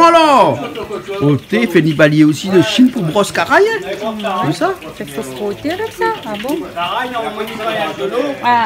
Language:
Réunion Creole French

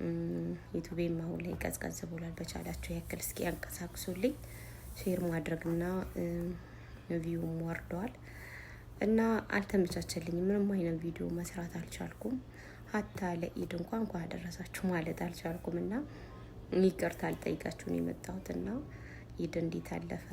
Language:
Amharic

